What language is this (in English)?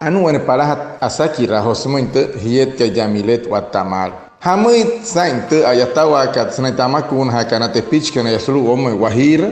Wayuu